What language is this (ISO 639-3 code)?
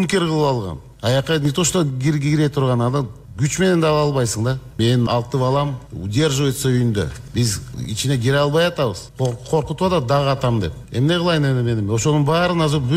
kir